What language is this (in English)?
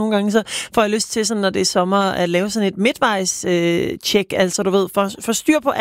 Danish